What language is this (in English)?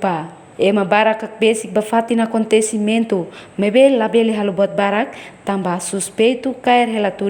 Tetum